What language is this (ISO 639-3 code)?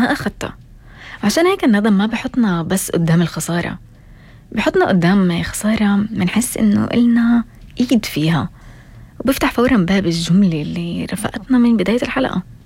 apc